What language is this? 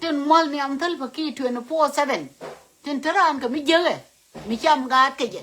Nuer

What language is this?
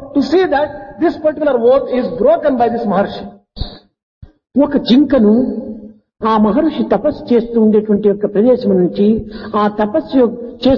Telugu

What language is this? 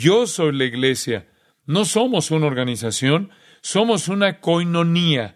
Spanish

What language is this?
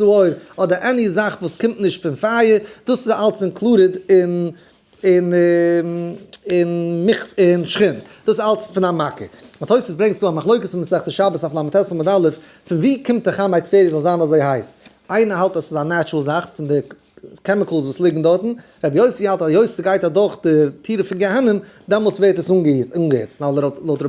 Yiddish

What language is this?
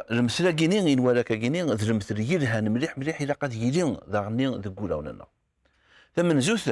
Kabyle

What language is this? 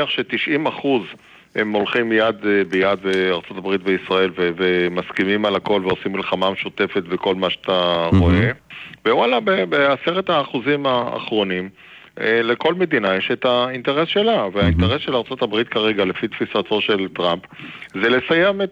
Hebrew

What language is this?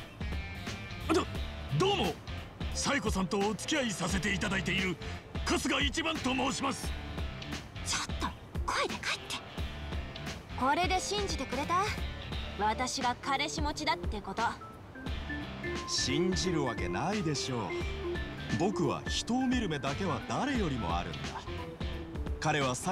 Japanese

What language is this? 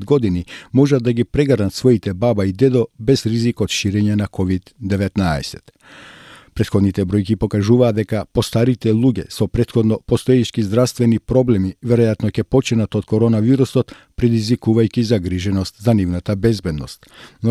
Macedonian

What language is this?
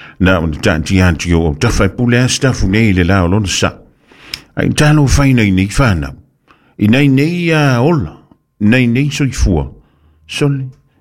Samoan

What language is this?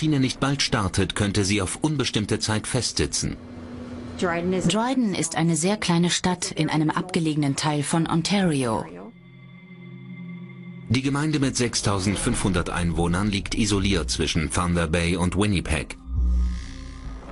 German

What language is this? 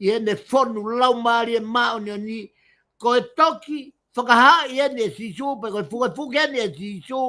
Tongan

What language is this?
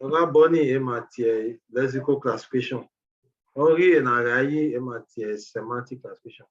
Bini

